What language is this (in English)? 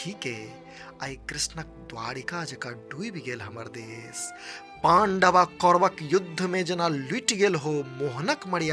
Maithili